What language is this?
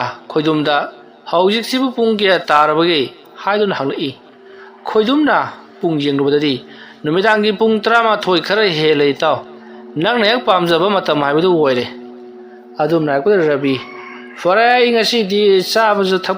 Manipuri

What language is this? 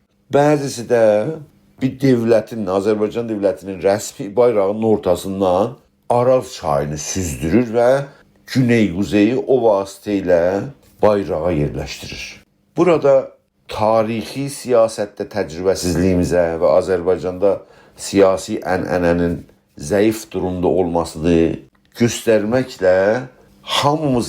South Azerbaijani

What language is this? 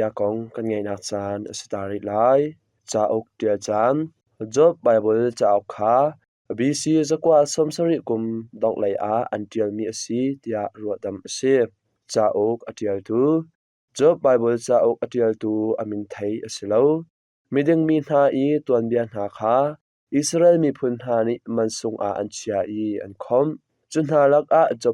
Hakha Chin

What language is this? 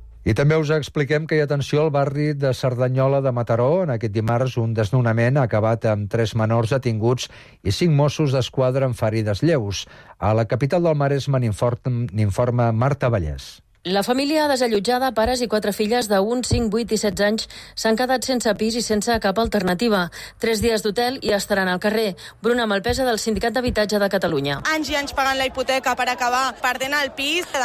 Catalan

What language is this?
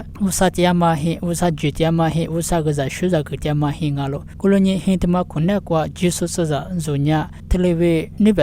Lisu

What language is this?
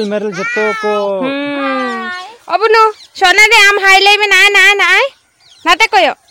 Santali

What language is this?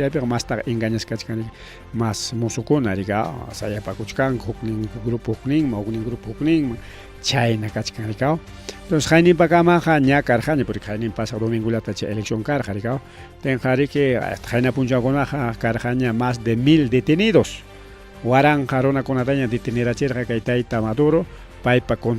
Ayacucho Quechua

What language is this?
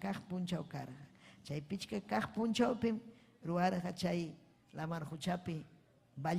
Ayacucho Quechua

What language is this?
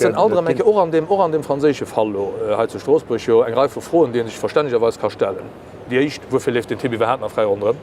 Luxembourgish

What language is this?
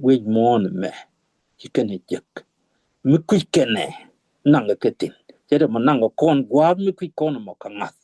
Nuer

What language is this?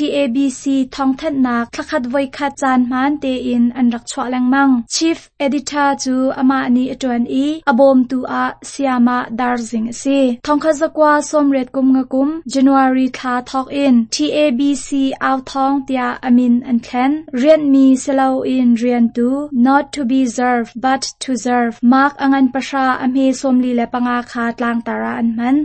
Hakha Chin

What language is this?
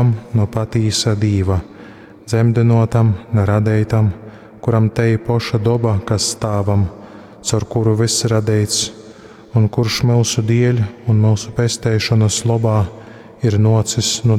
Latgalian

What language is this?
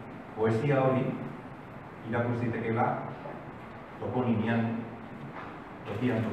Basque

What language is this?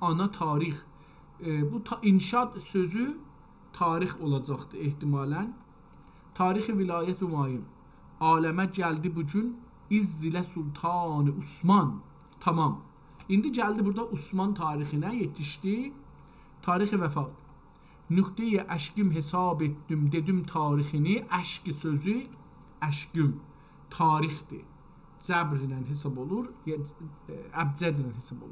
South Azerbaijani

